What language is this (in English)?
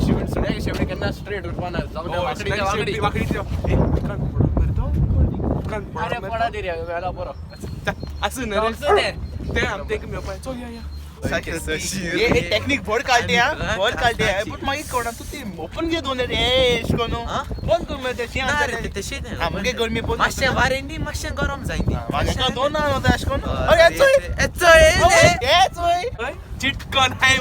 Konkani